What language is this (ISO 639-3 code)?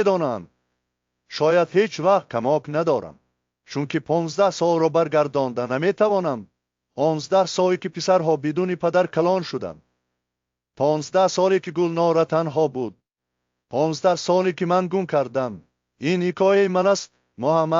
tgk